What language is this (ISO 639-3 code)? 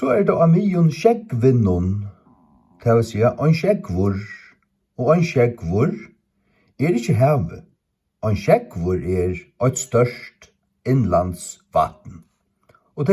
fao